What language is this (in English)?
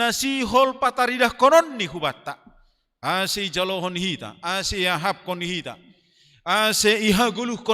Batak Simalungun